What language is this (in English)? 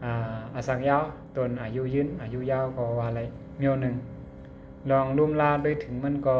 Shan